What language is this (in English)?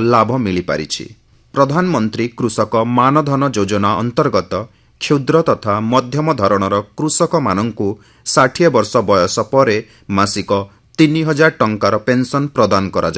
Odia